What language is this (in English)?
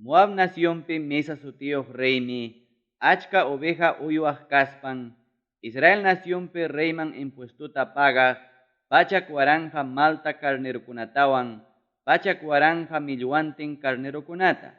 Ayacucho Quechua